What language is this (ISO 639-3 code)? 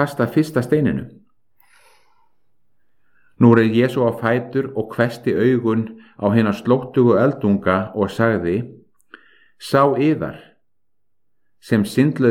isl